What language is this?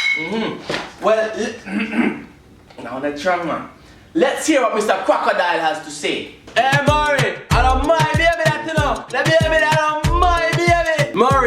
Jamaican Creole English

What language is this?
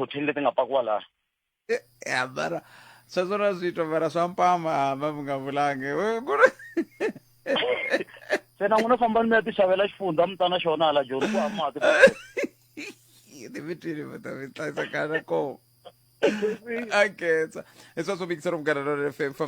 Tsonga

